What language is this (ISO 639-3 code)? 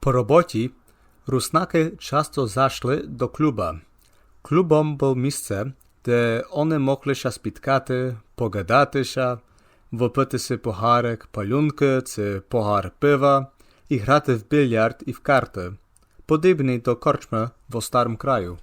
rue